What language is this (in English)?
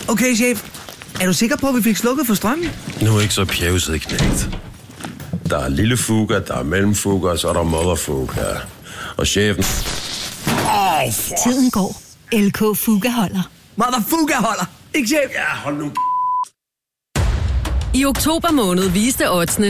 Danish